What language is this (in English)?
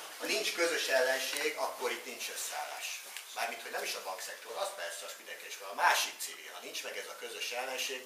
Hungarian